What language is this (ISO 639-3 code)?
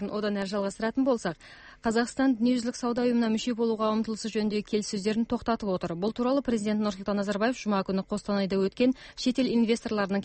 kaz